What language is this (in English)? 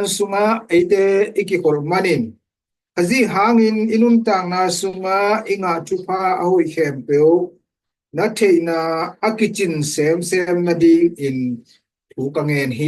Tedim Chin